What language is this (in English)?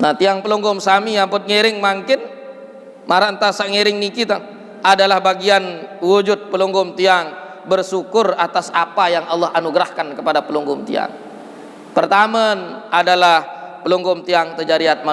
Sasak